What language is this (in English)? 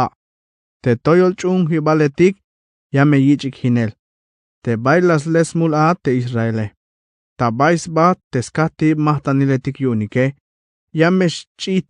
Tzeltal